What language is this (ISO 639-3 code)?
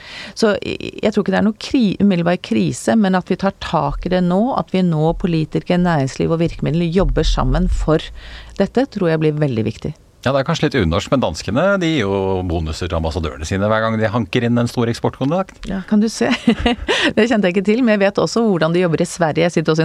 nor